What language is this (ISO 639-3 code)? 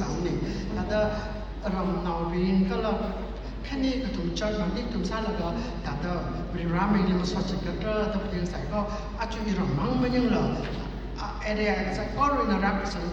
nmf